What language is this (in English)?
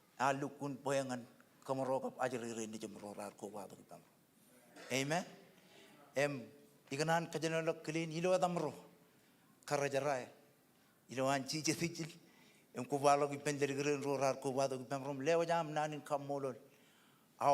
Marshallese